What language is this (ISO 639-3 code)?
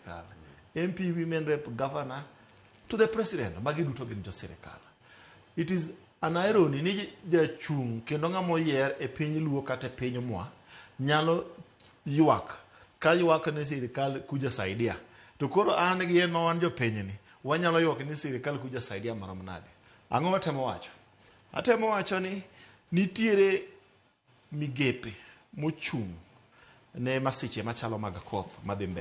luo